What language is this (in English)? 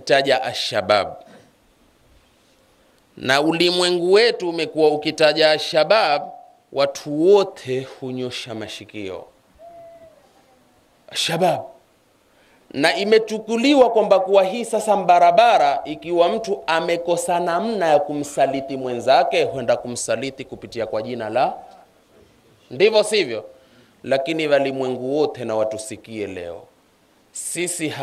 Swahili